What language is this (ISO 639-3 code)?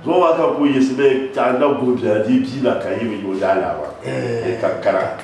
dag